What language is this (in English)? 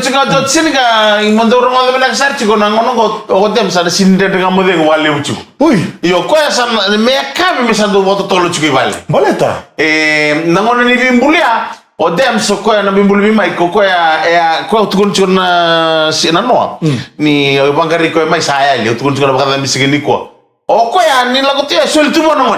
Fijian